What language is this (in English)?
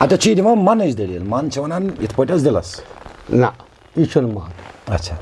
Kashmiri